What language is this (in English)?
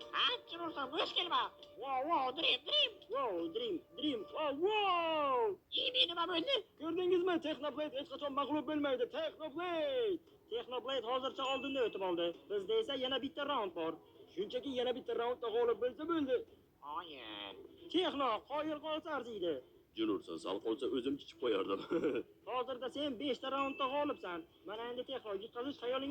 Uzbek